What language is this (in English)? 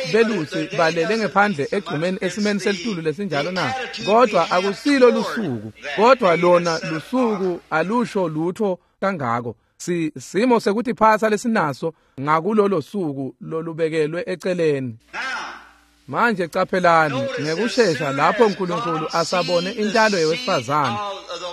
Swati